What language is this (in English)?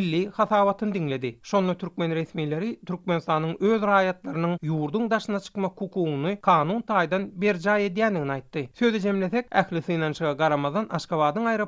Turkmen